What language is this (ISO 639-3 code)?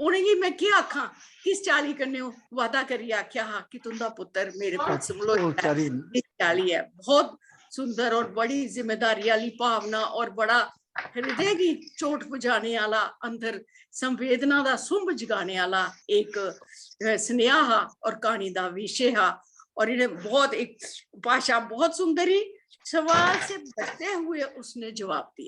doi